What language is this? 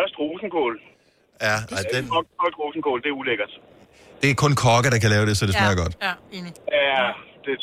Danish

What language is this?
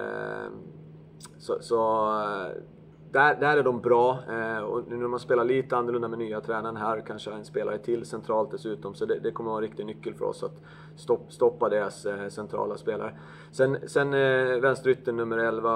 Swedish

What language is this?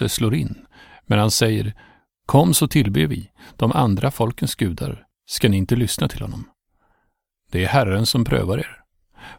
Swedish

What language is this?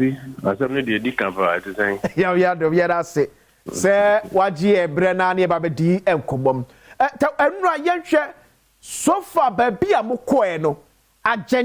Akan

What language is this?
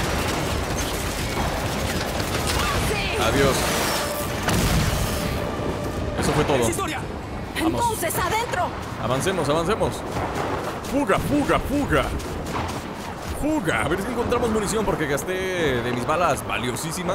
Spanish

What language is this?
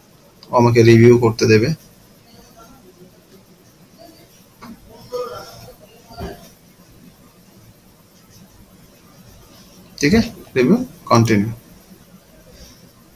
Bangla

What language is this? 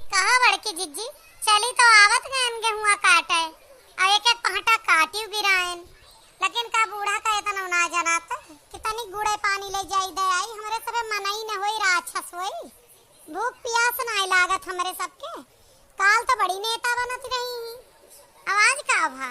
Awadhi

